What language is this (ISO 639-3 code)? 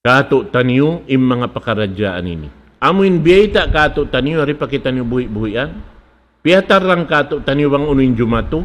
tsg